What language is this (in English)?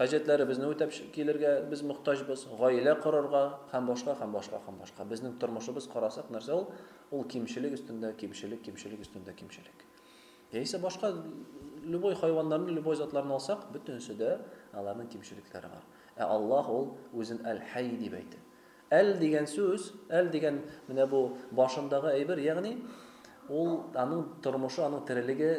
Tatar